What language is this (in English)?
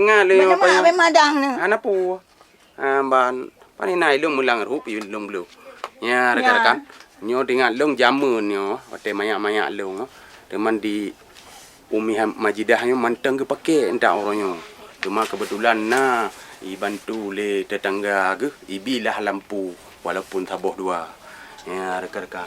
Achinese